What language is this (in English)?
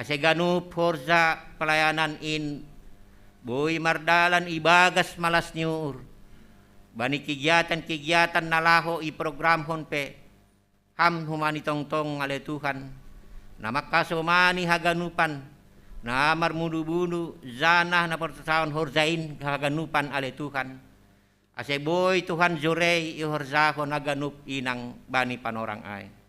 Batak Simalungun